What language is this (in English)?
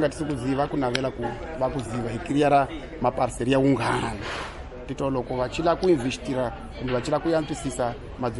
Tsonga